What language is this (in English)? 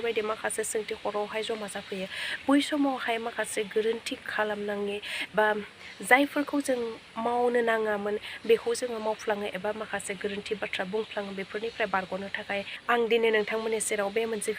Bodo